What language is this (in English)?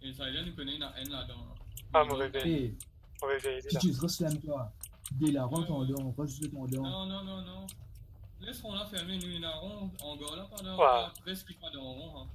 Morisyen